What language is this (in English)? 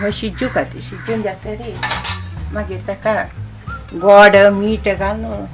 Konkani